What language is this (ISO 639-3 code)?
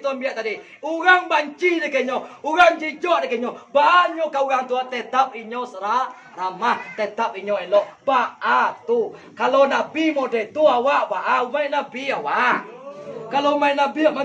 min